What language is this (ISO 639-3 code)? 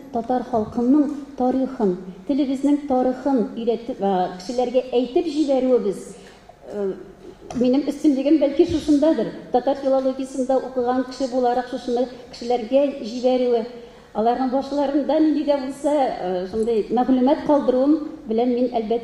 tat